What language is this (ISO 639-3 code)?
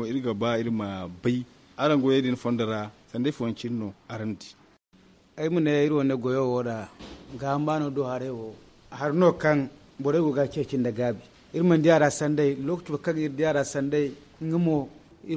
dje